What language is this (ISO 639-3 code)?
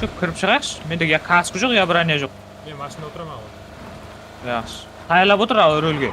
kaa